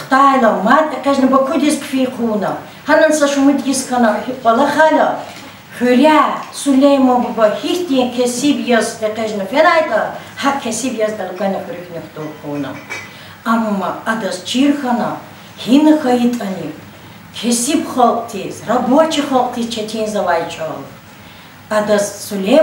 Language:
Lezghian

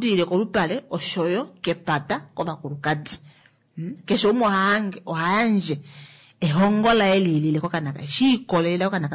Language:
Kuanyama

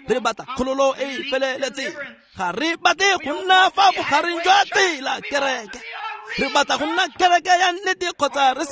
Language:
Tswana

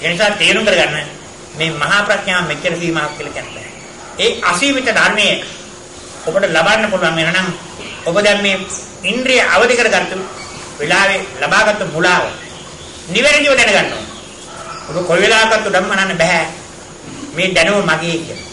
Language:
Sinhala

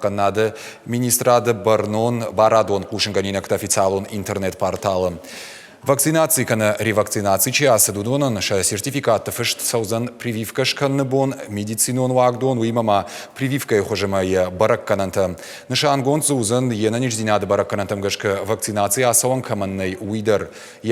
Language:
Ossetic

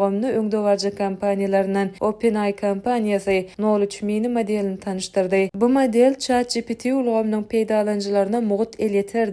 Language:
Turkmen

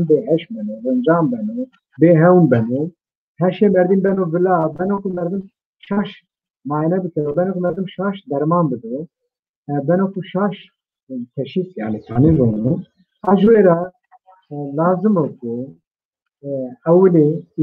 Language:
Zaza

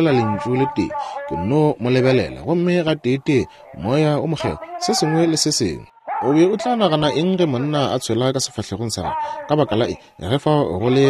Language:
Northern Sotho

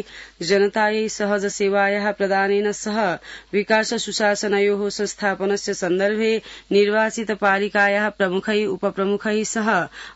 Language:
Sanskrit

